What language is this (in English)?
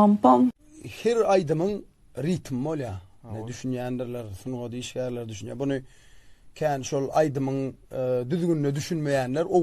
Turkmen